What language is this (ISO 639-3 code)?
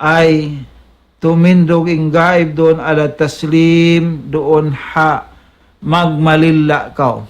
tsg